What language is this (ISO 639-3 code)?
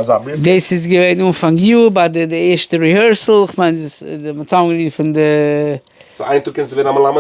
yid